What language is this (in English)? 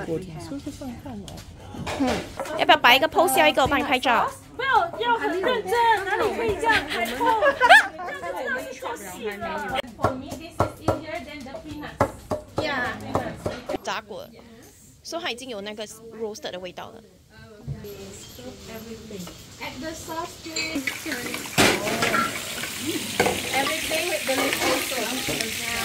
Chinese